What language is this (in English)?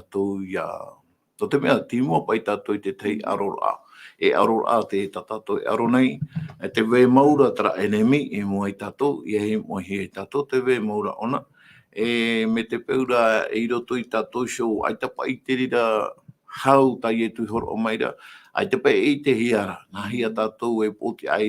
Tahitian